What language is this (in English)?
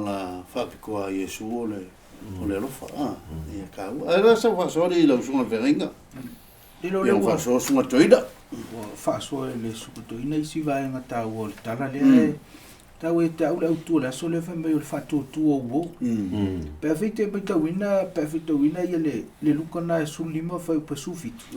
Samoan